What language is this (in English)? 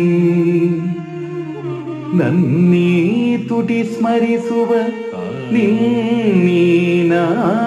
Kannada